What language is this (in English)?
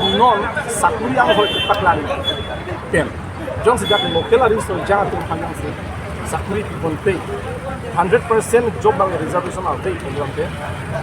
Karbi